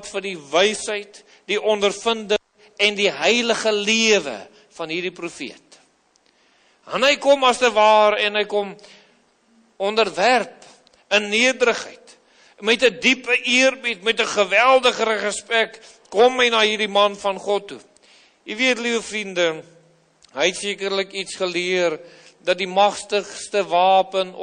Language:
Afrikaans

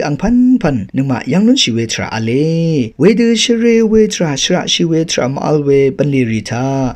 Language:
Rawang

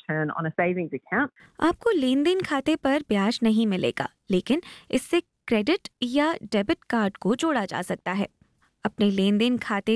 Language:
Hindi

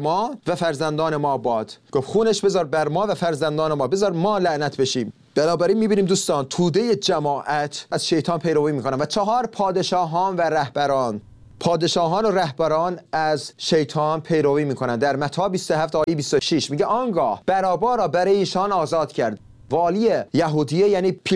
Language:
Persian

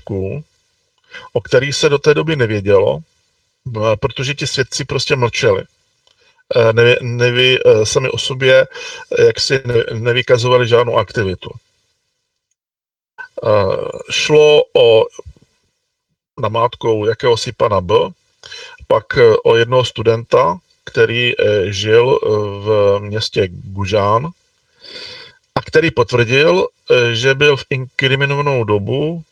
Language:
Czech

